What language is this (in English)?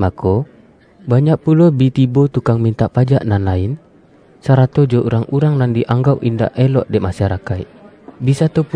Minangkabau